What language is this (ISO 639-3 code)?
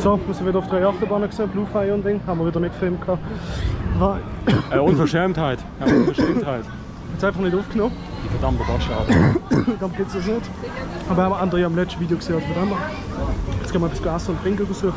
gsw